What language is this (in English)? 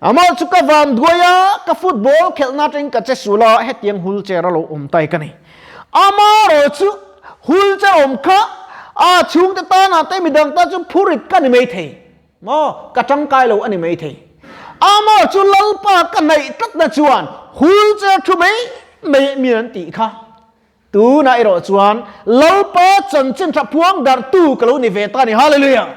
Mizo